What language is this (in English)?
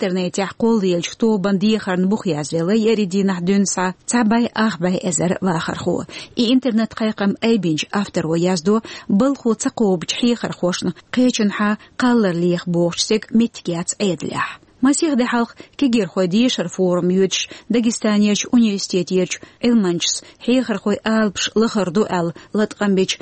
Chechen